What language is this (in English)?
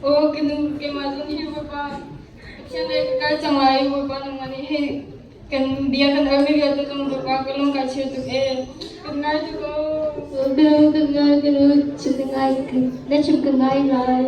Hakha Chin